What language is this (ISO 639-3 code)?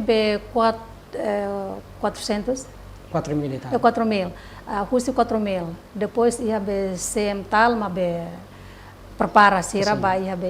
tet